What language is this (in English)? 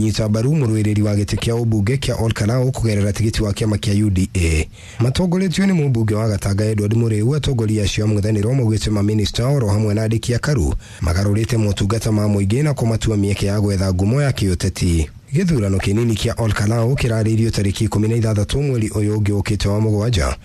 Kikuyu